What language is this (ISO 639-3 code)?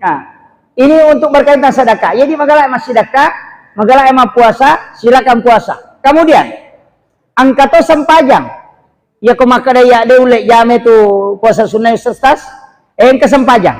bug